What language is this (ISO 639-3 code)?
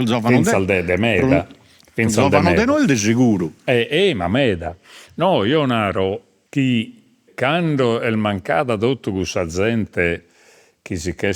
srd